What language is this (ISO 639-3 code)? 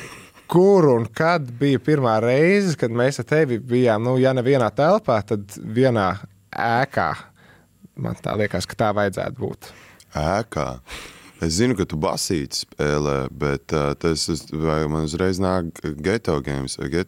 lav